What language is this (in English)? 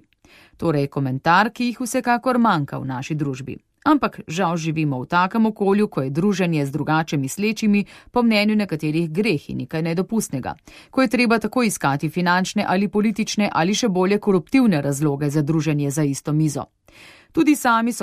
Slovenian